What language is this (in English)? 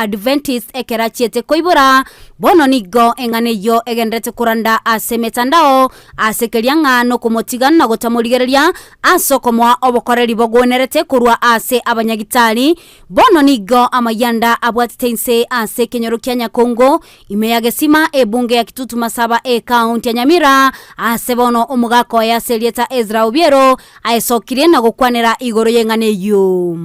Gusii